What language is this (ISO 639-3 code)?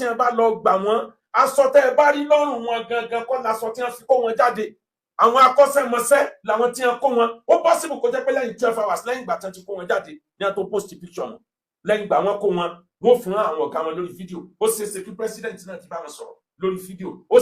yor